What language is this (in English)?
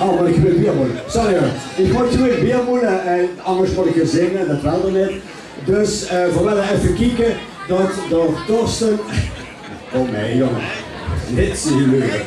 Limburgish